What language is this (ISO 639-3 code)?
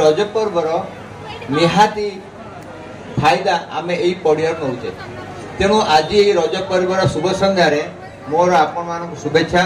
ori